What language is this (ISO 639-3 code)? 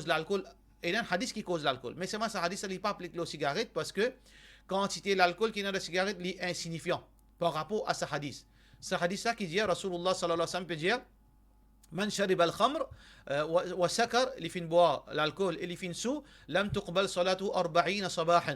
mfe